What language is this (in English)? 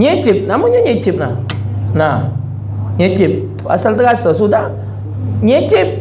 Musi